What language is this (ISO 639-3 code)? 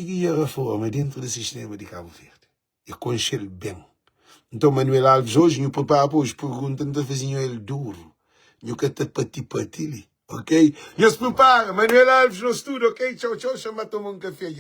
kea